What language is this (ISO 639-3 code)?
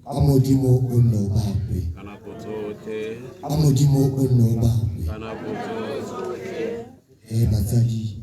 tsn